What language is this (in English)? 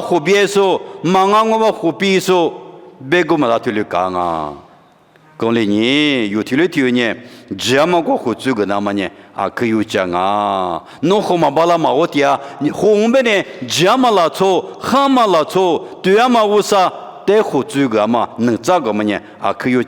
Lisu